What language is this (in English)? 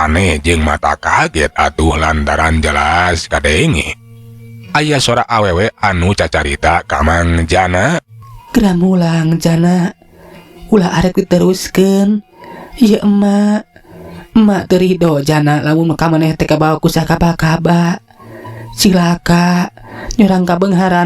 Sundanese